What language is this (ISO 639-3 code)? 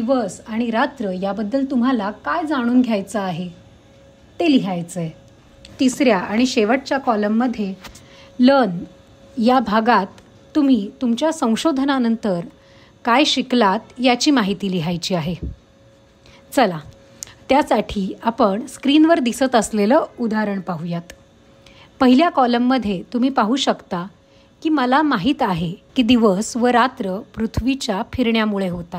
mar